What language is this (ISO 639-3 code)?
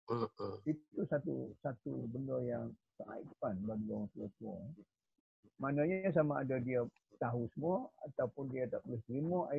msa